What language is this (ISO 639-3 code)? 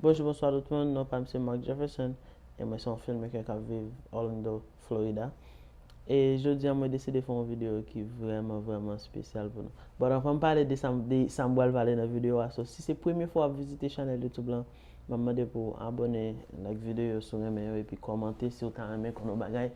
hat